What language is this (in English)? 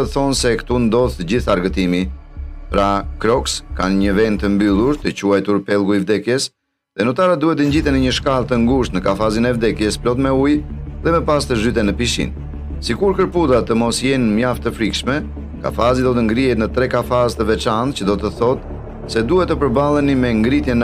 Albanian